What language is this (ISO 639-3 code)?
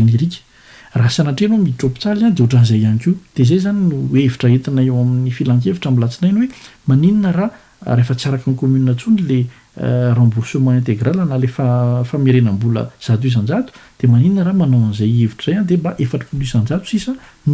mlg